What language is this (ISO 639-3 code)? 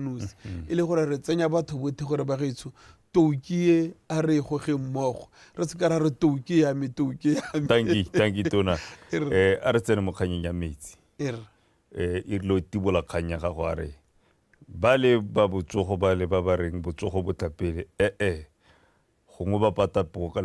tsn